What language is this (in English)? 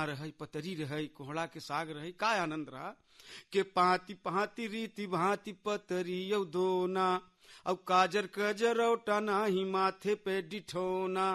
Bhojpuri